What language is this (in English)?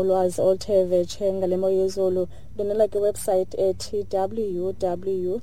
Xhosa